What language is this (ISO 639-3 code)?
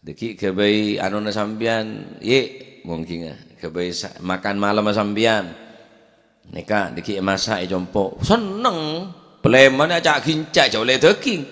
mad